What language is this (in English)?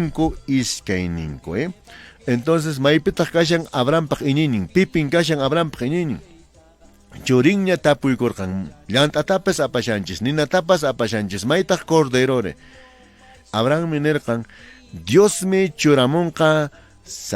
Quechua